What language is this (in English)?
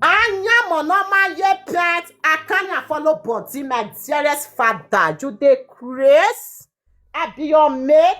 Nigerian Pidgin